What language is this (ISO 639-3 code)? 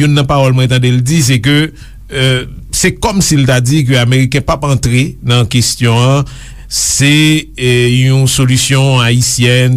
hat